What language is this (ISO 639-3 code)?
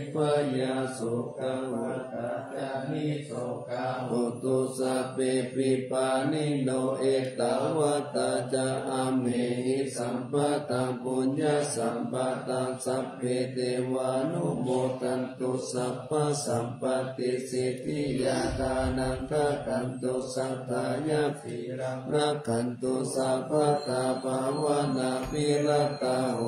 pli